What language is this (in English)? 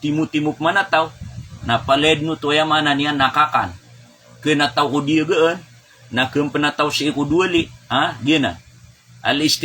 Maranao